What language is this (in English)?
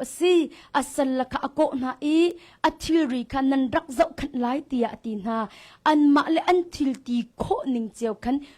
Hakha Chin